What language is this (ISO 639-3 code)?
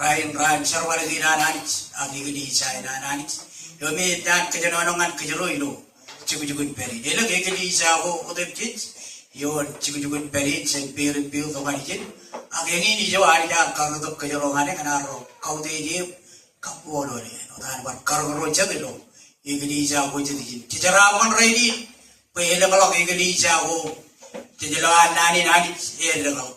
mah